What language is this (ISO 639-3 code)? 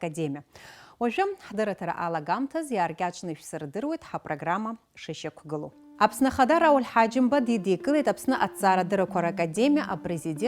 abk